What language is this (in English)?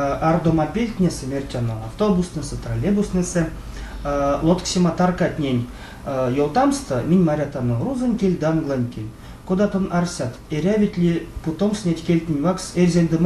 Erzya